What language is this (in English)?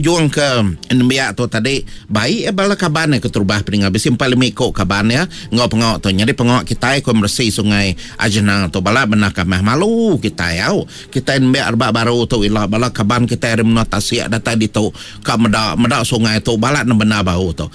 Iban